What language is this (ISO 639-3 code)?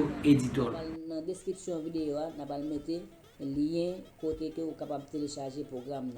hat